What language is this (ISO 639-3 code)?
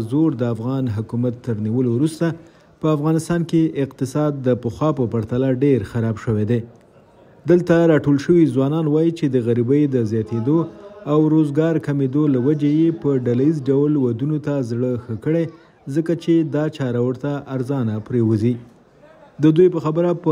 pus